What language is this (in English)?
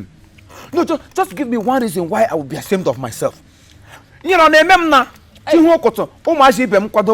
Igbo